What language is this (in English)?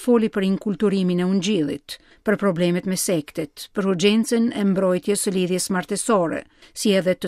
Albanian